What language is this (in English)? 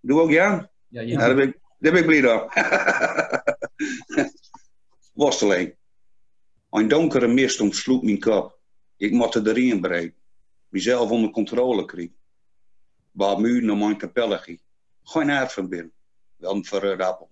Gronings